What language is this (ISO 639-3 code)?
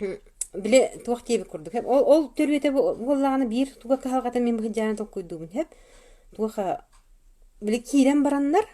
sah